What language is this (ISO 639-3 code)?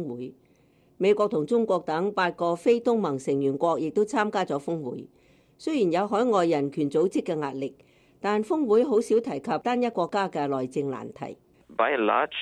yue